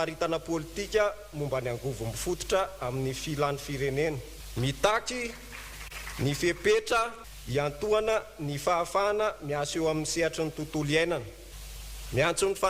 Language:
Malagasy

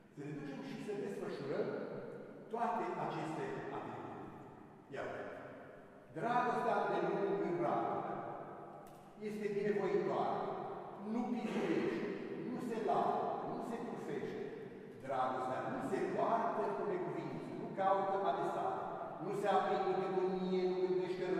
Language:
Romanian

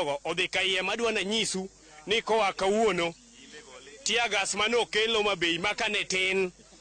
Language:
Luo (Kenya and Tanzania)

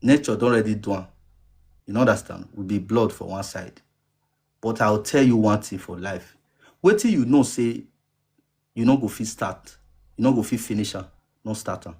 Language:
Nigerian Pidgin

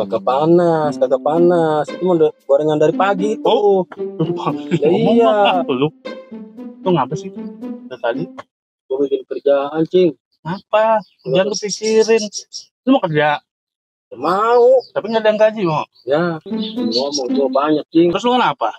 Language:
Betawi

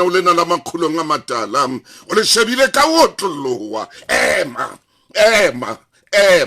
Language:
Southern Sotho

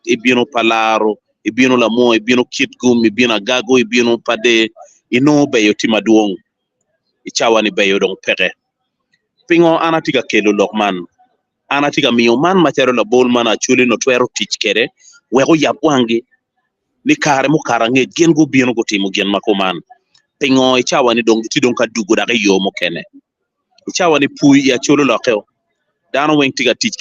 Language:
Acoli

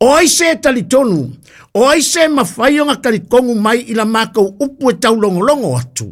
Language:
Samoan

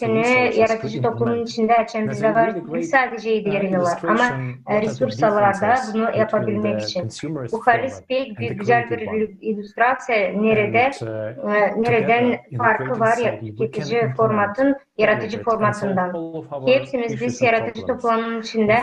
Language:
Gagauz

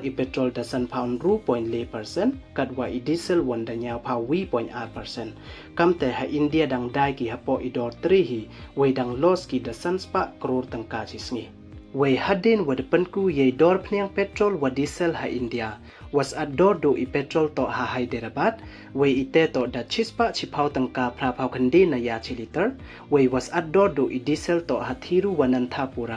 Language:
Pnar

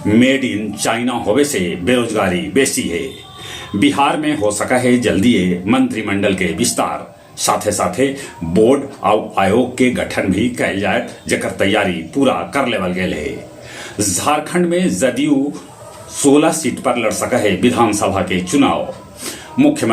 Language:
Magahi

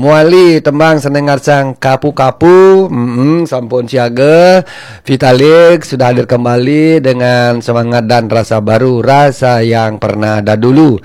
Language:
Balinese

